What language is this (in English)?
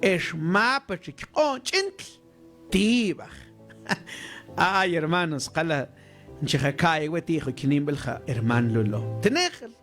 Mam